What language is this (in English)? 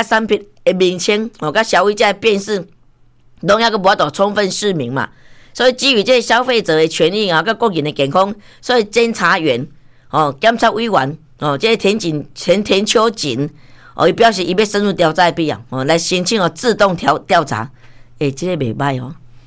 Min Nan Chinese